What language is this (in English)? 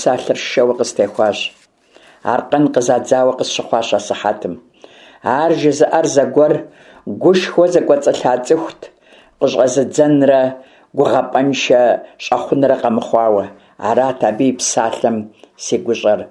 Kabardian